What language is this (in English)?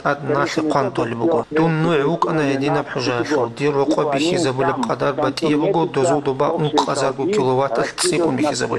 Avaric